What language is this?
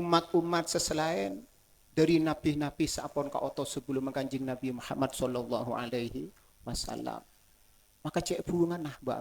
Madurese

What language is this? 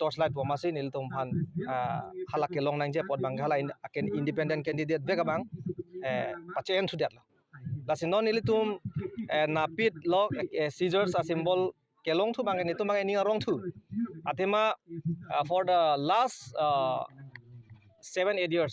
Karbi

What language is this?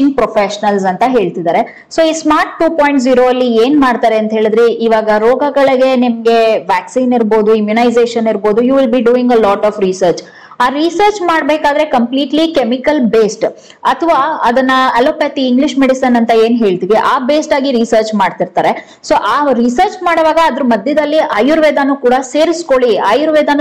Kannada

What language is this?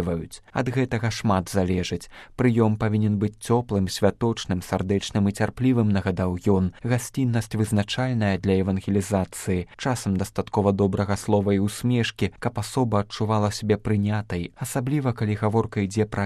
Belarusian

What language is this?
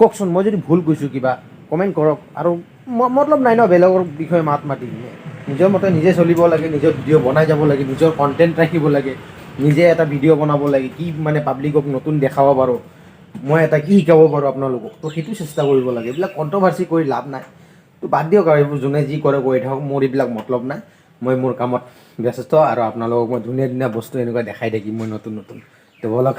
Assamese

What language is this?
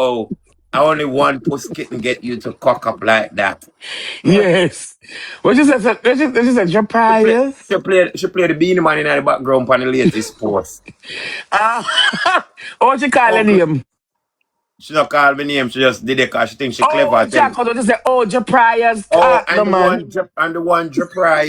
Jamaican Creole English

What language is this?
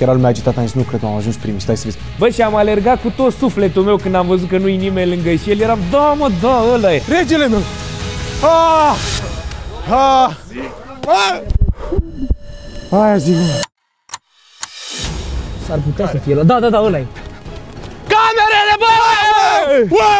Romanian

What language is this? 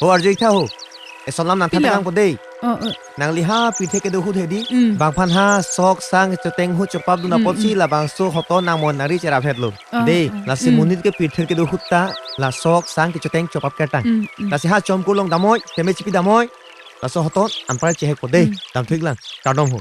Karbi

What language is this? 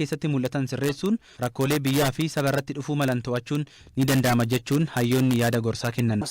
Oromo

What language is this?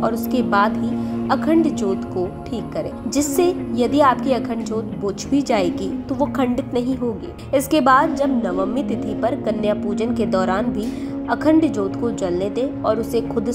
Hindi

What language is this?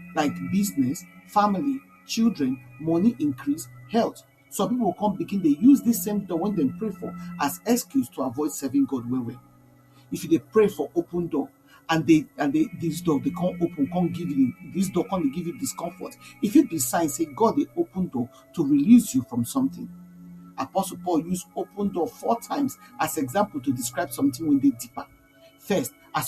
Nigerian Pidgin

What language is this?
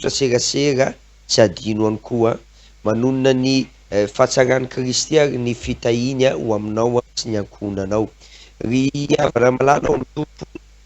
Malagasy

